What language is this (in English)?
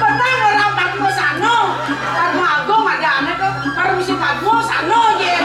Balinese